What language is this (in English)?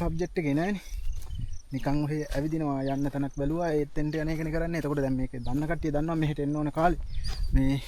Sinhala